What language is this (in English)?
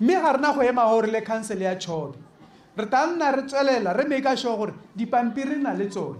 Tswana